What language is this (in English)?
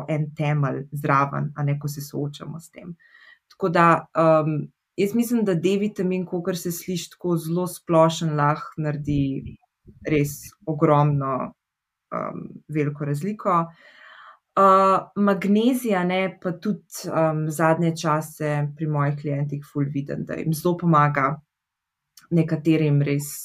Slovenian